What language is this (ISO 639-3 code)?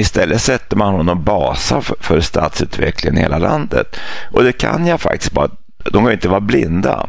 swe